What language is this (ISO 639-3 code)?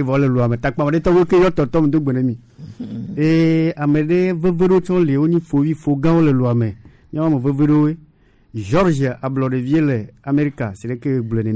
gej